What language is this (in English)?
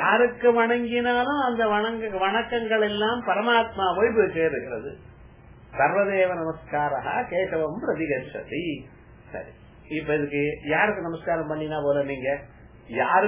Tamil